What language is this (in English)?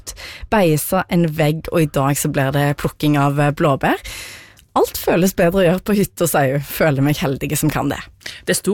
Norwegian